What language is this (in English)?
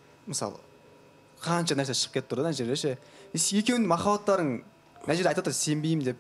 Kazakh